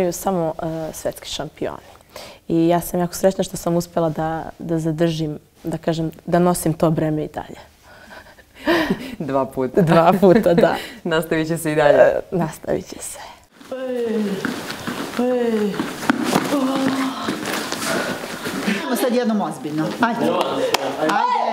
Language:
Serbian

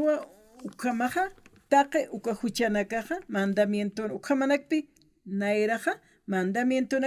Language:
Aymara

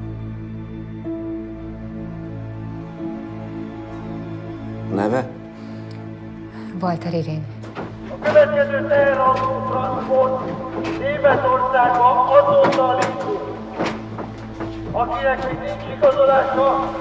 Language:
Hungarian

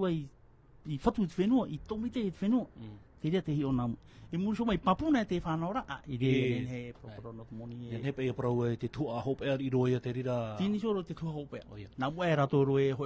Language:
Tahitian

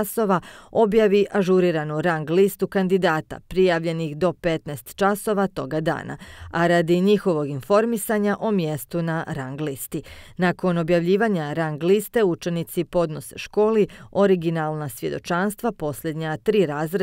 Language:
Bosnian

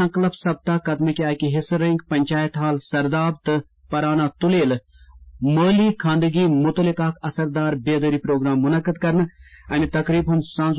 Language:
Kashmiri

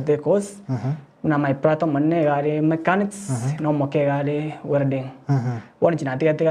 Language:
Gusii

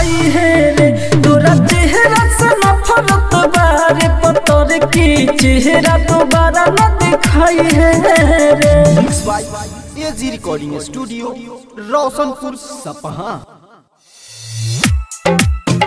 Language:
Bhojpuri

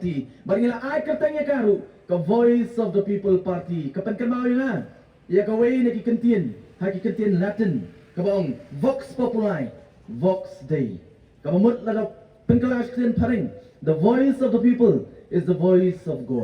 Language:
Khasi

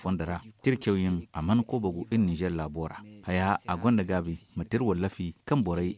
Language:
Zarma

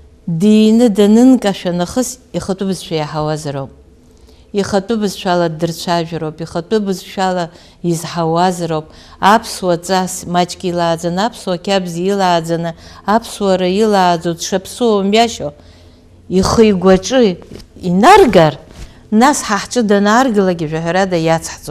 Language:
Abkhazian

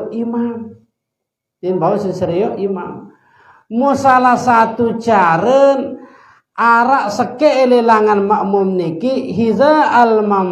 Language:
Sasak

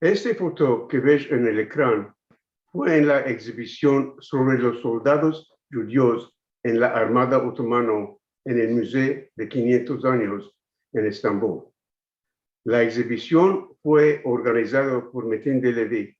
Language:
Ladino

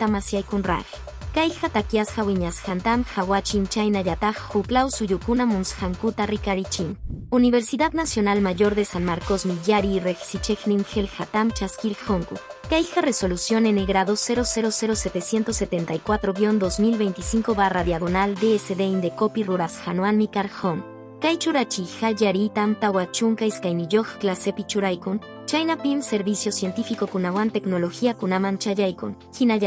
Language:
Quechua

